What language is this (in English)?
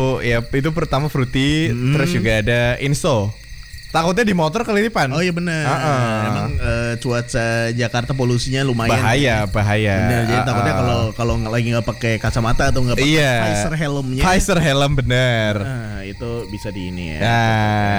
Indonesian